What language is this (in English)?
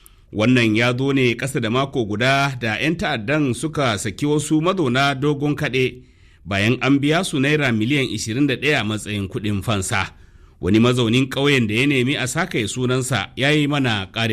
Hausa